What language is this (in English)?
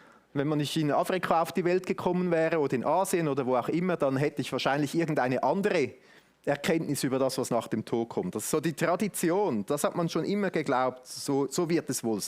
Swiss German